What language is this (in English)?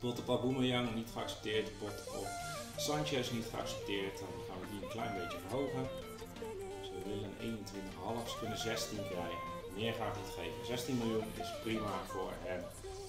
Dutch